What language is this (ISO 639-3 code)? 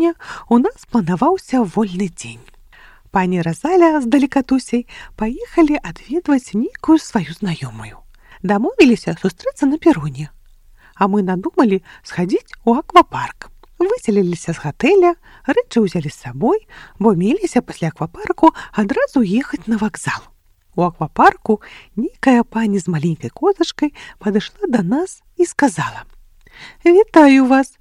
bel